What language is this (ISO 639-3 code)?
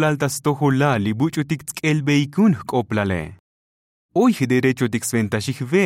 tzo